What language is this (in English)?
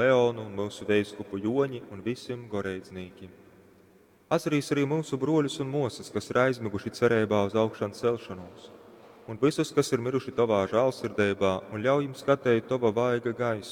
Latgalian